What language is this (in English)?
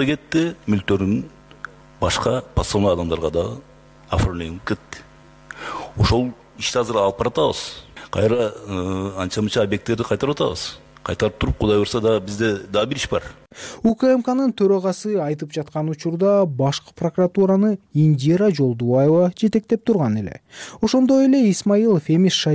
Kyrgyz